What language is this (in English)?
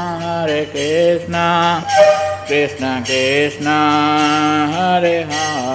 Odia